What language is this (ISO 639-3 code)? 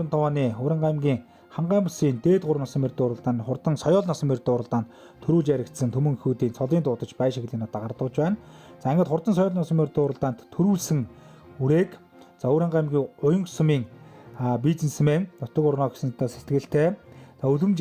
mon